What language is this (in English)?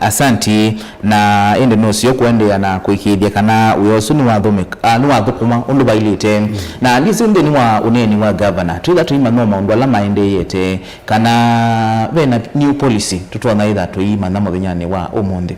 Kamba